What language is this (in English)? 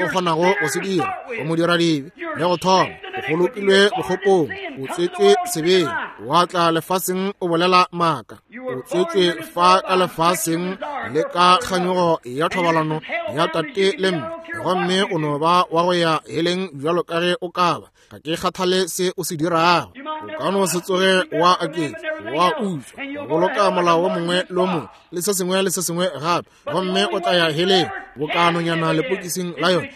Northern Sotho